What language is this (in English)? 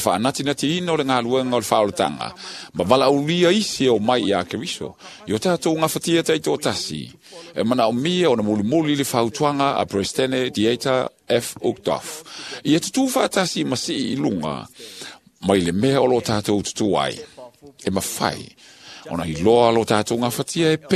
Samoan